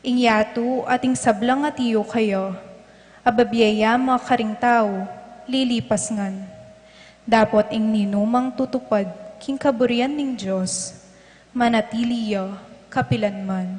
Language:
Pampanga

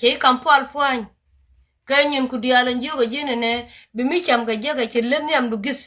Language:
Nuer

